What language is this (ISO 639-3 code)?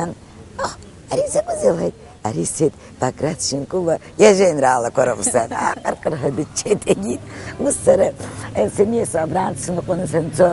abk